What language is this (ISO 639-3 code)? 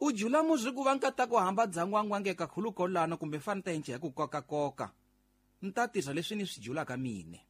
tso